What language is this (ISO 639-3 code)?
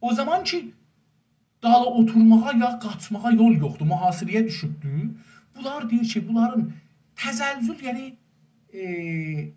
azb